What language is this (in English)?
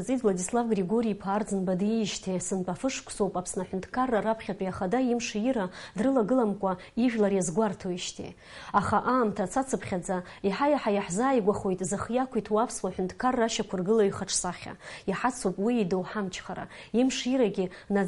Abkhazian